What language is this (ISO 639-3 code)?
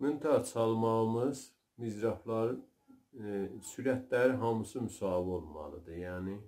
azb